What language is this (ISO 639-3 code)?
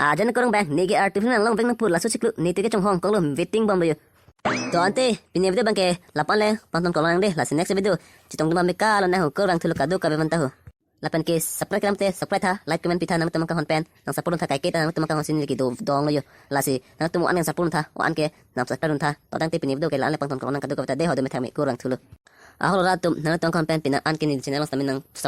mjw